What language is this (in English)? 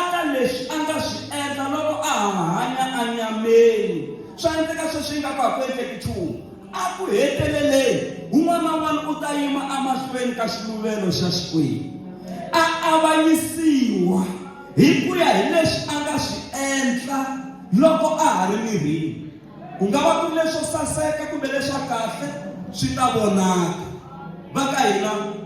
Tsonga